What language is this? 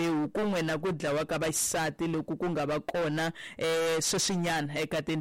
Tsonga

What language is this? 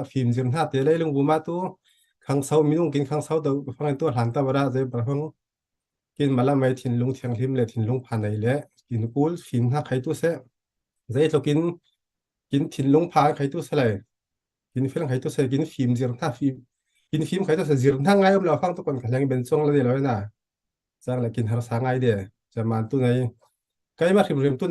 Falam Chin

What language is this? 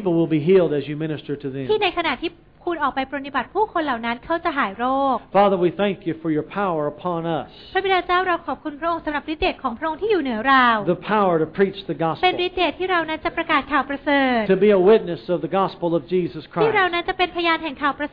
Thai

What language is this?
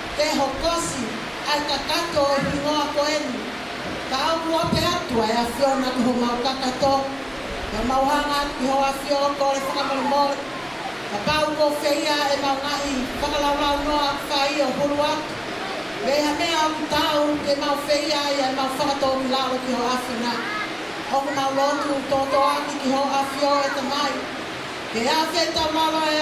Tongan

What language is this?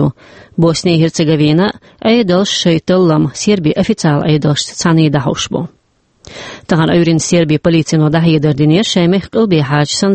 Chechen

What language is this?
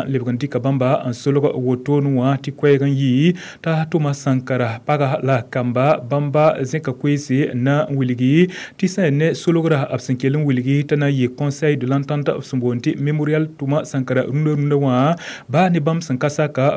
Mossi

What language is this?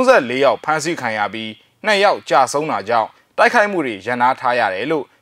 Burmese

